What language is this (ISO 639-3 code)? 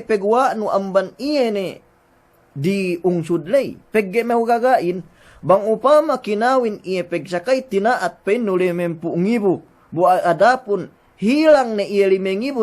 yka